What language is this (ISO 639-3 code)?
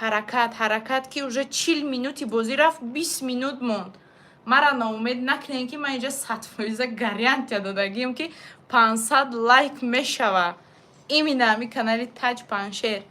tgk